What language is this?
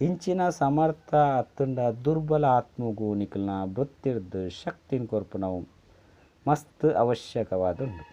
Tulu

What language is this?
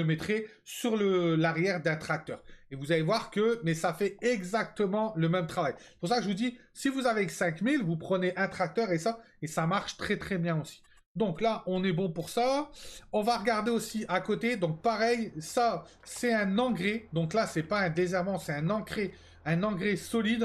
French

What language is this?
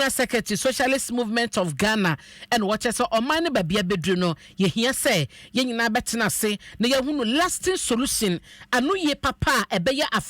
Akan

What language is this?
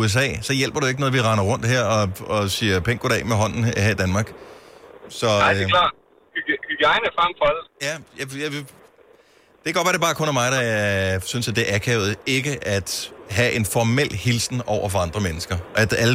Danish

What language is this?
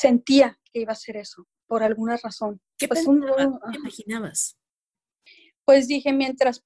Spanish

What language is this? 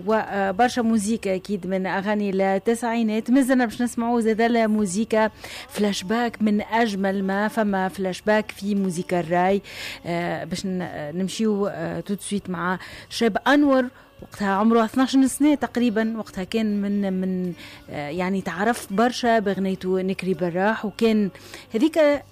Tunisian Arabic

